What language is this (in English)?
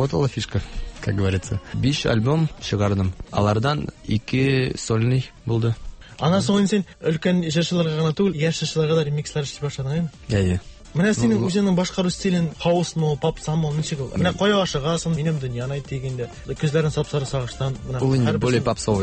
Tatar